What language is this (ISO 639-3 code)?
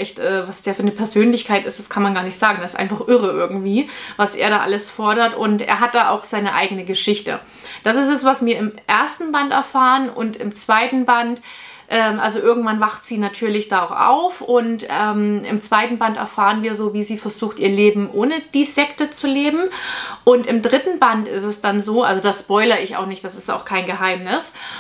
deu